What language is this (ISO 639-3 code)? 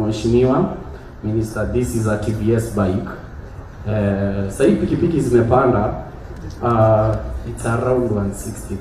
guz